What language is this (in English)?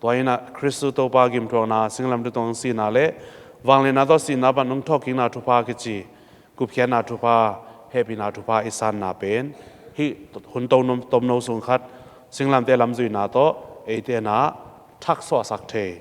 Tedim Chin